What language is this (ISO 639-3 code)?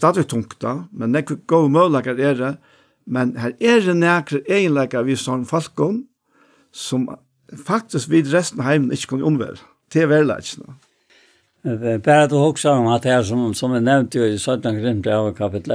fao